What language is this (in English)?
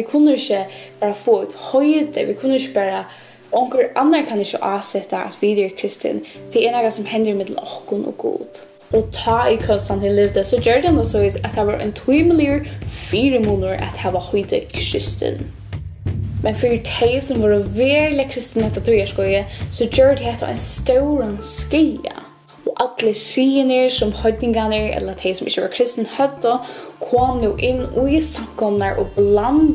Faroese